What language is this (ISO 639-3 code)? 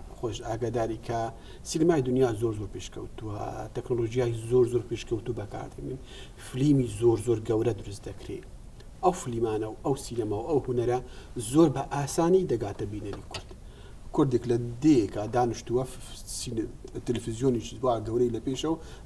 ckb